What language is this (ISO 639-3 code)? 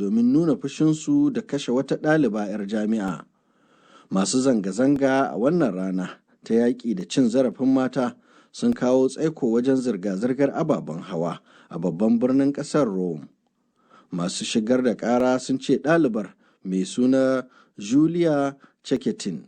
hau